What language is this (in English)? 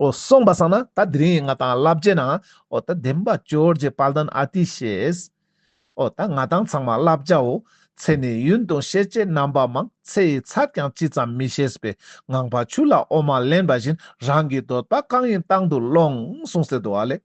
Ladakhi